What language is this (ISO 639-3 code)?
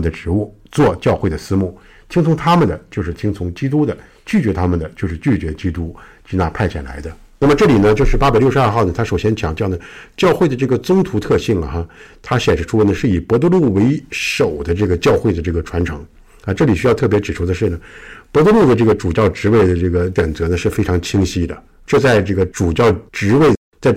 zho